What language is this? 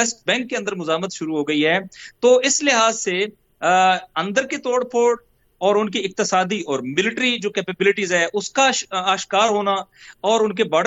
Urdu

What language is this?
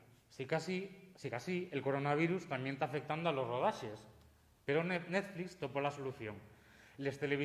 Asturian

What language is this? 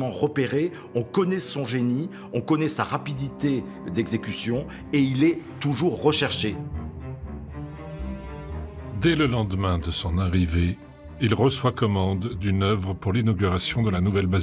French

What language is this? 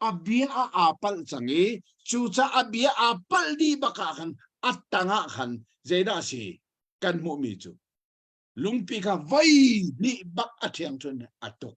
Hakha Chin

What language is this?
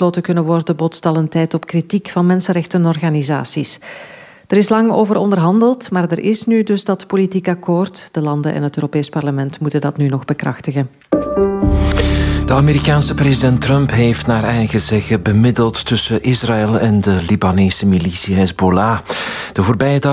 Dutch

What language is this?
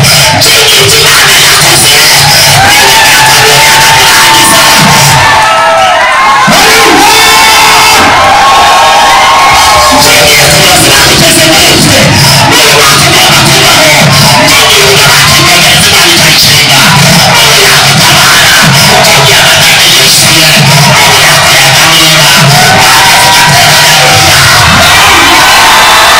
Kinyarwanda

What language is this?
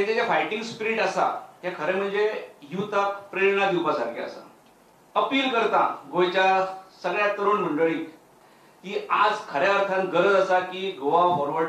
Konkani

